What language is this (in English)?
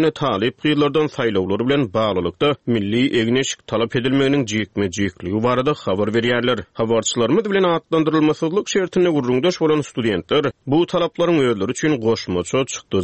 Turkmen